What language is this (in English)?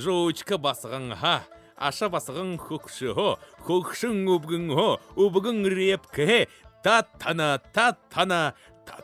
Buriat